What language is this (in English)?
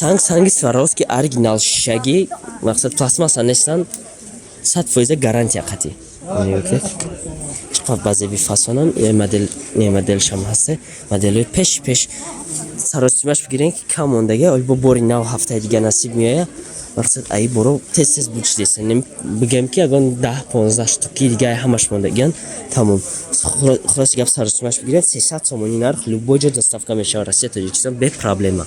Tajik